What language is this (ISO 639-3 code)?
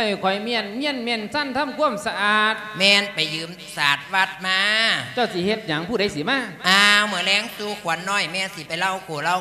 lao